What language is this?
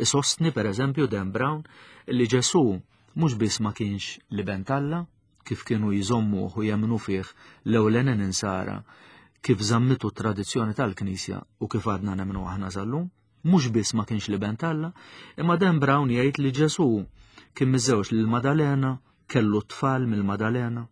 Maltese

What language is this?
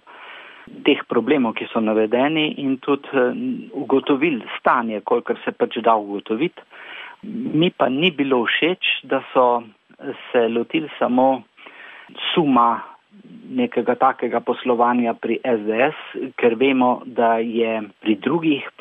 Slovenian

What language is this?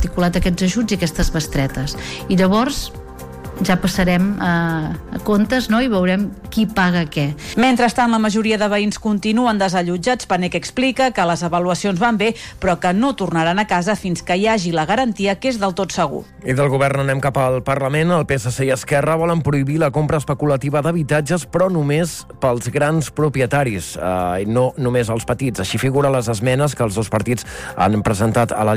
Catalan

